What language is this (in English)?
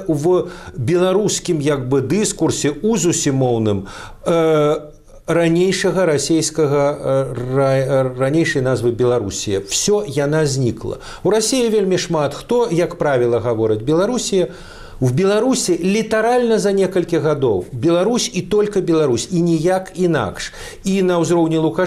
Belarusian